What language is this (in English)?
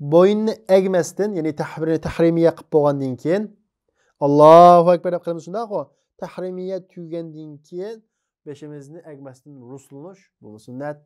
Uyghur